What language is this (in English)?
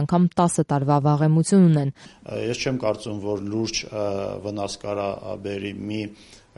Armenian